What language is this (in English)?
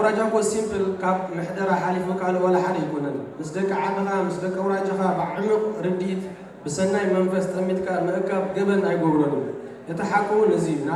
Tigrinya